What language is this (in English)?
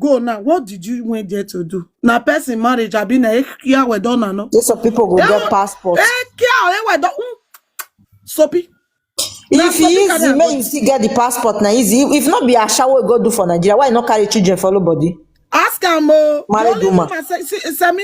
Nigerian Pidgin